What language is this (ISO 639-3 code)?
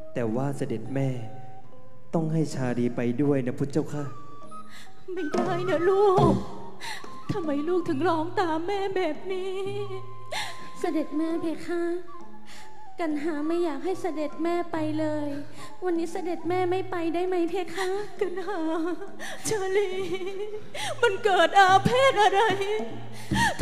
tha